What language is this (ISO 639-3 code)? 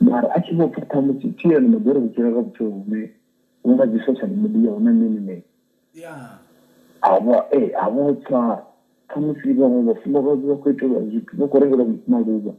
ven